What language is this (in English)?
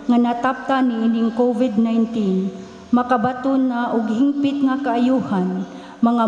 Cebuano